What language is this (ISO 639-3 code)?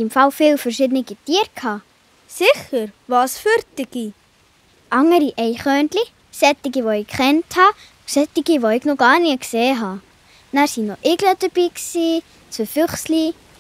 gsw